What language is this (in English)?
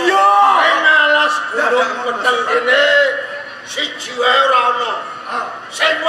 Javanese